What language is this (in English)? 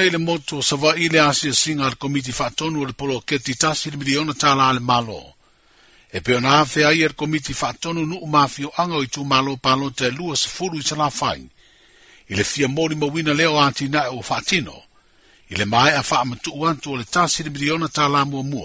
Samoan